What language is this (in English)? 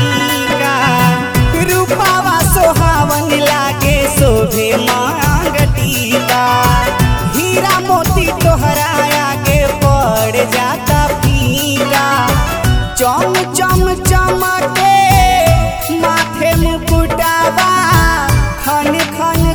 Bhojpuri